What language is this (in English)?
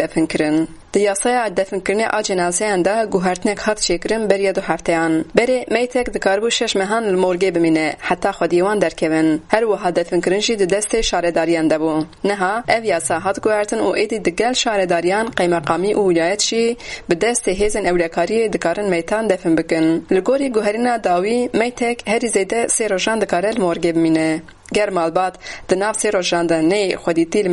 Kurdish